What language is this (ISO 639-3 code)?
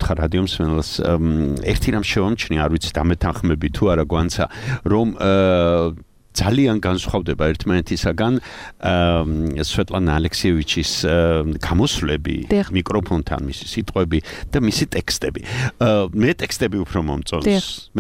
kat